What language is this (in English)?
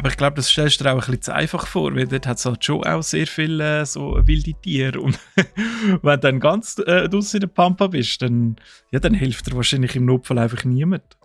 Swiss German